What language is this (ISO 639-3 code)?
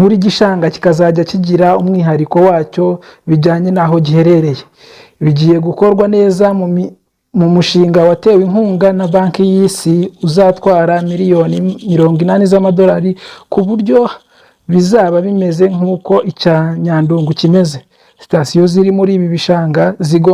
kin